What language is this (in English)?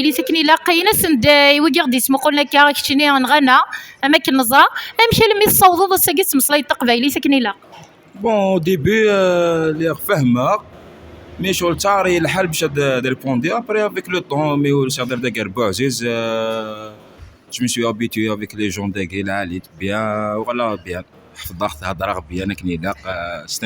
Kabyle